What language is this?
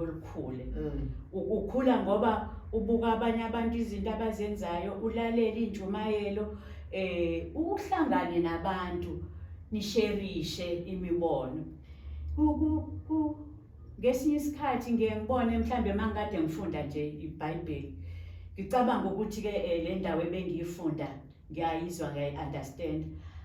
Zulu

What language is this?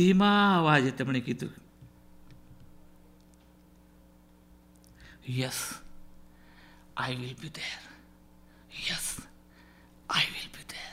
Gujarati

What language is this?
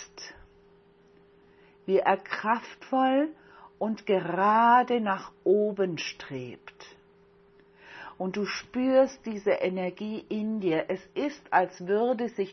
German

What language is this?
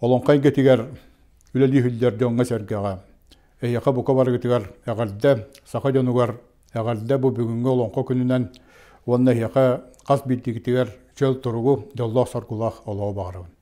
Yakut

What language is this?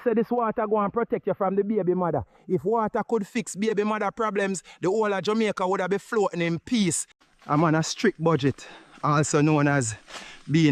Jamaican Creole English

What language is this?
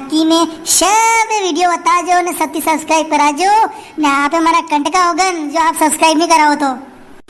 Rajasthani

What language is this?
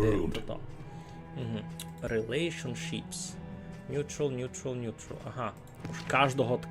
Rusyn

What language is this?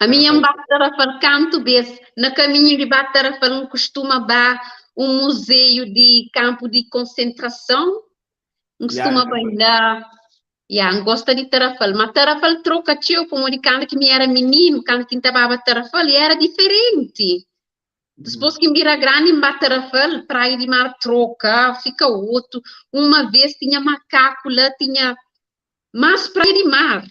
Kabuverdianu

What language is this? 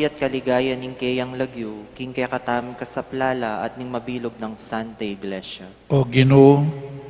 Pampanga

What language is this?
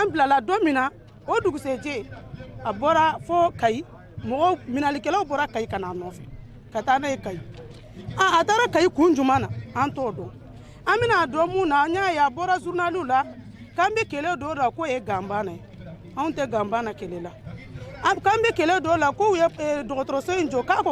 Bambara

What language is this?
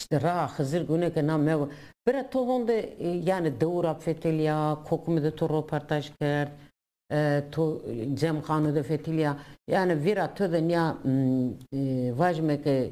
Zaza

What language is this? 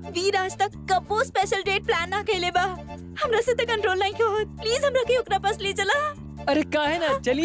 Bhojpuri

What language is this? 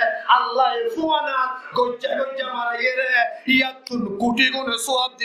Rohingya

